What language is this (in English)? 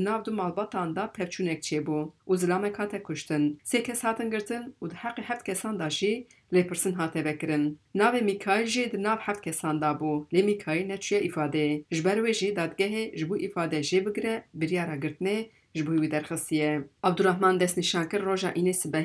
Kurdish